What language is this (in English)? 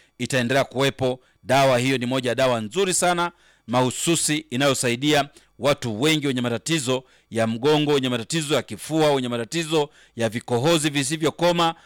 Swahili